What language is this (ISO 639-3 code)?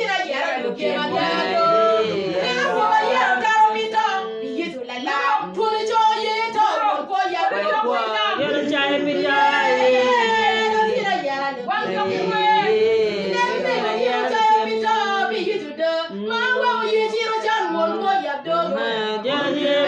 ach